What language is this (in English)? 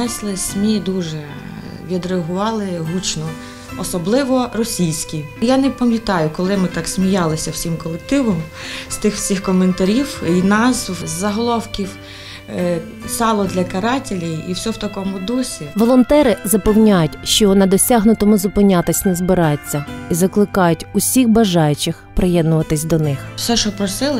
Ukrainian